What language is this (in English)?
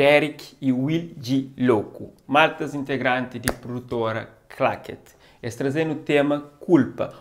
Kabuverdianu